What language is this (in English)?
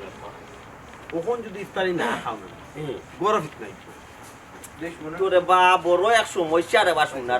Sylheti